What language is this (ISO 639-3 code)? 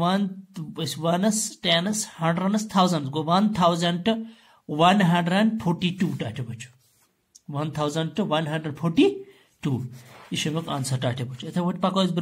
kas